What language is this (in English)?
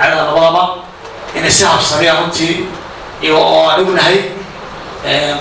Somali